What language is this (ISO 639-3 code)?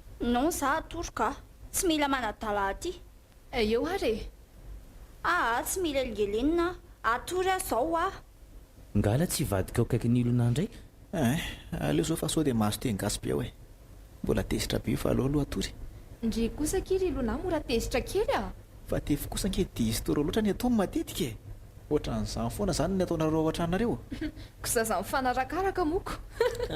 mlg